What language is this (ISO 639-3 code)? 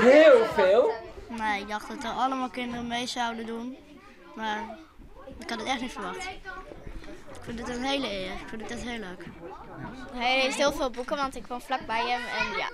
fry